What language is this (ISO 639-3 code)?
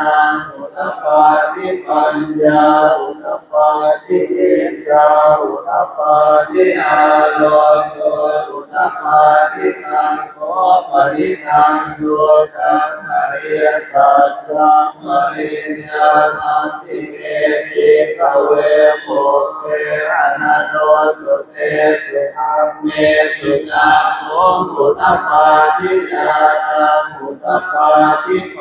pli